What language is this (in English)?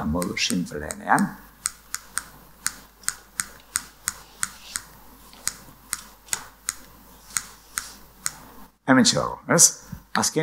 Basque